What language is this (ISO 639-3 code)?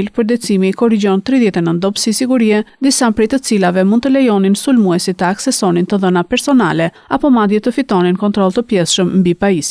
sqi